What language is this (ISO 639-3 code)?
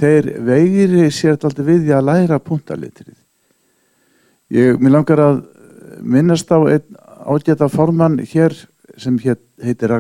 isl